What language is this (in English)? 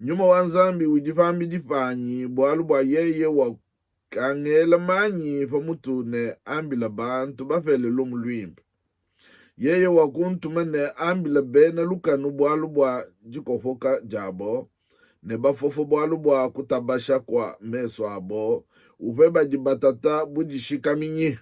Luba-Lulua